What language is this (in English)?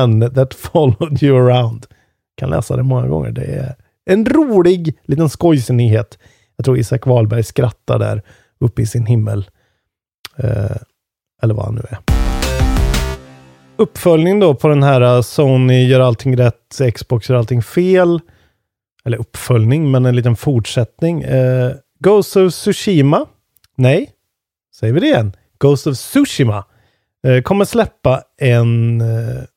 Swedish